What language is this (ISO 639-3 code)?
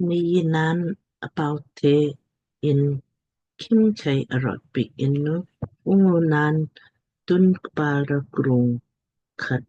lmk